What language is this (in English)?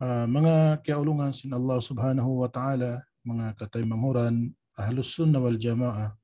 Tausug